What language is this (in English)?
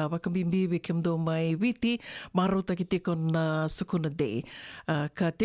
Fijian